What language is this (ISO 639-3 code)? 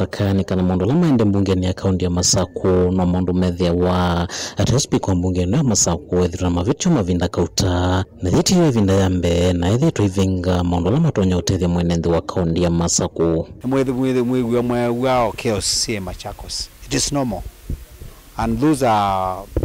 kam